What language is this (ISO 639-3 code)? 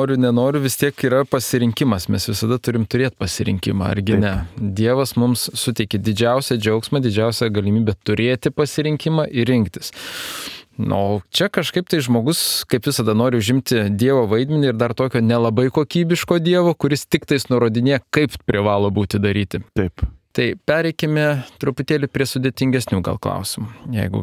lit